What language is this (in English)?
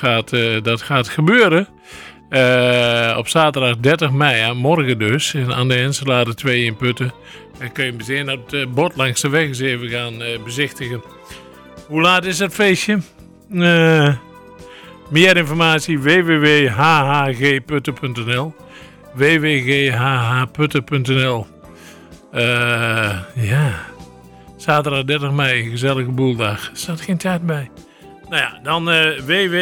Dutch